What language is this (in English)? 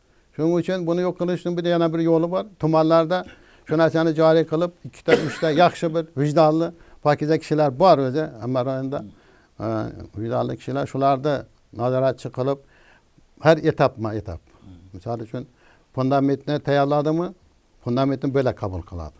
Uzbek